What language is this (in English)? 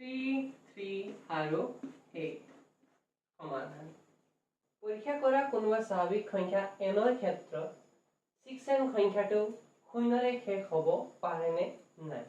Assamese